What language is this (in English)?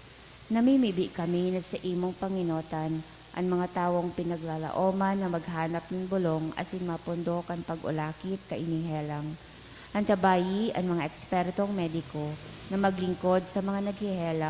Bikol